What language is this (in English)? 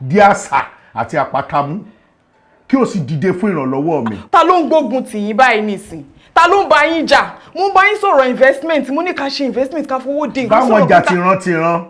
Yoruba